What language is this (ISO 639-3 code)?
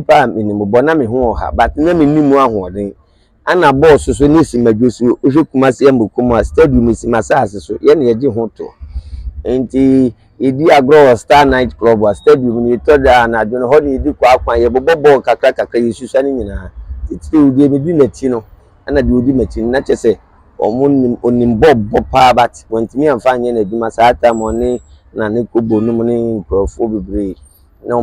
aka